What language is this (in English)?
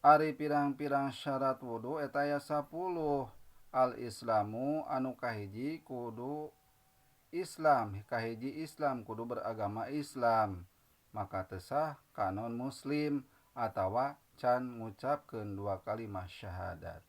Sundanese